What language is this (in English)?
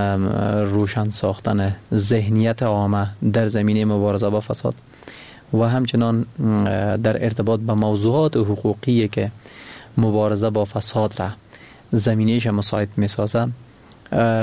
Persian